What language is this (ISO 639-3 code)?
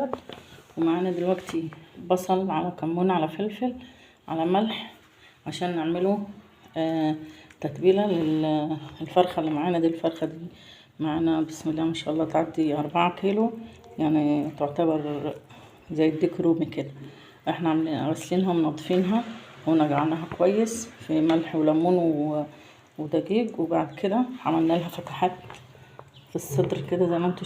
arz